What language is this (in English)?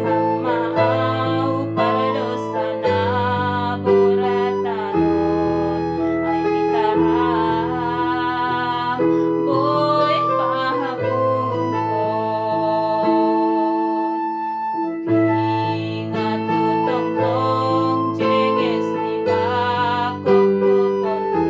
Batak Simalungun